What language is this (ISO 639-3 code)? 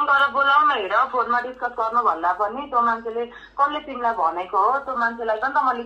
nep